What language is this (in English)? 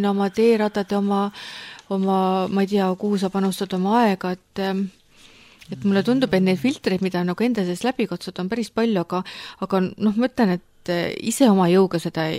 Estonian